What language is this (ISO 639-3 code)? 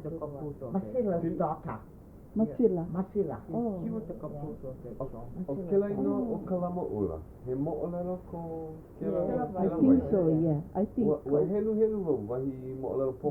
haw